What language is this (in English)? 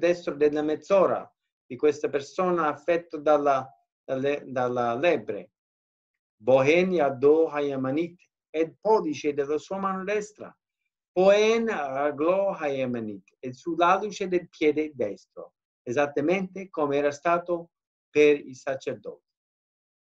Italian